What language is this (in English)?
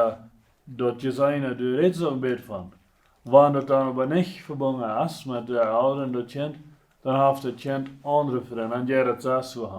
Plautdietsch